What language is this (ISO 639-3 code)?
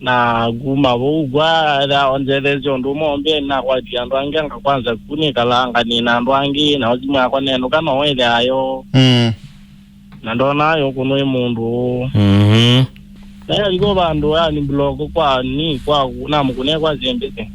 kam